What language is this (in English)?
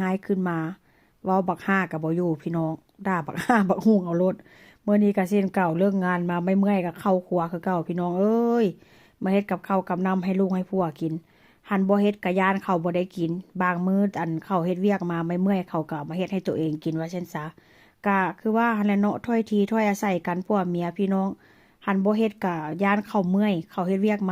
Northeastern Thai